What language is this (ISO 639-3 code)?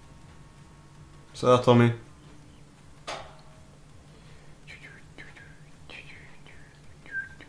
hun